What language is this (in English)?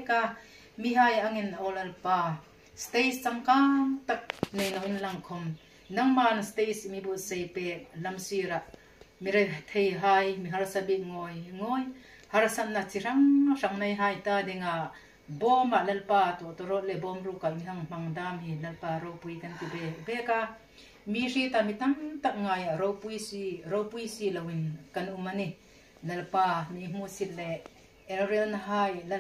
Hmar